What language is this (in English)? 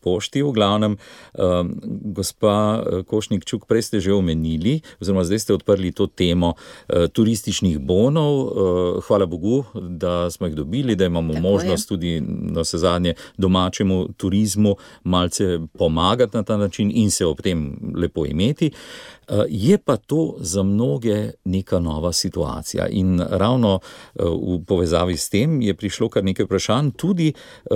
Slovenian